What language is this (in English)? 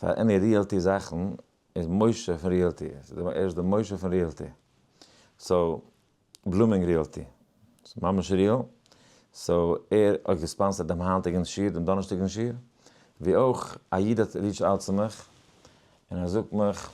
Yiddish